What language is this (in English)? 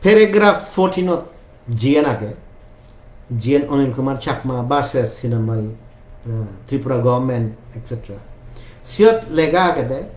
Chakma